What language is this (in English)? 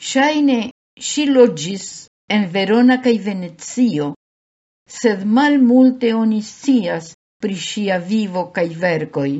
Esperanto